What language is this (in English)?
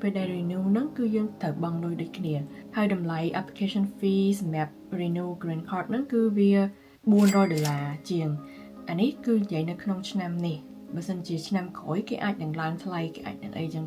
Khmer